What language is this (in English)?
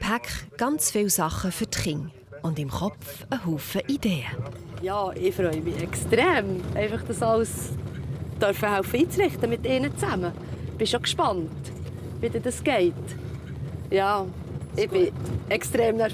Swiss German